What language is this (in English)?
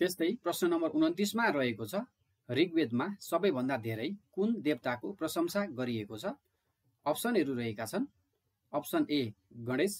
Nepali